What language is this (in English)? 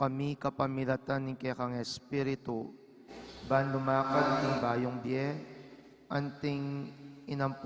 Pampanga